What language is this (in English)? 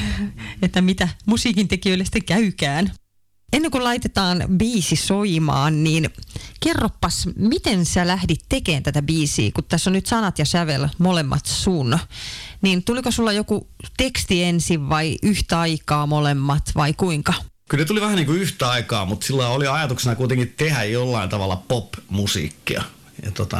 Finnish